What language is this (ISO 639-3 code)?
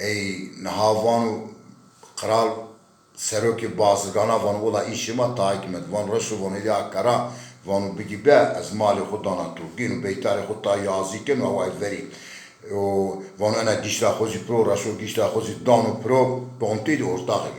zza